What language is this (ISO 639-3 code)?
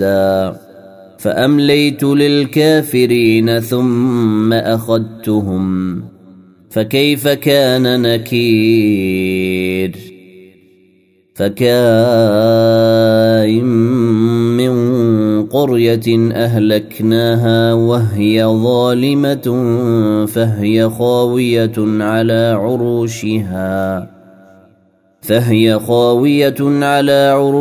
ara